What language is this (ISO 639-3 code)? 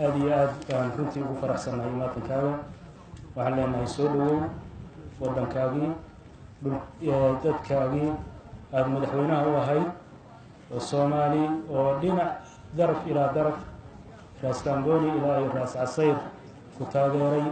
som